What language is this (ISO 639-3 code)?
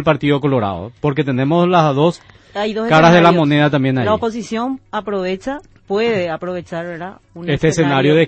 spa